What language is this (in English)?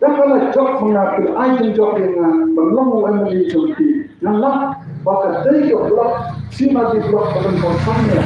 Khasi